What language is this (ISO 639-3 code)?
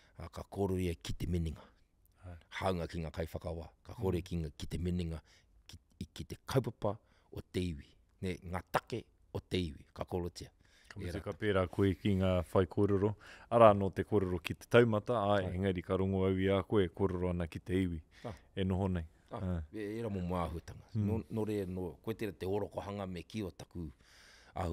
mri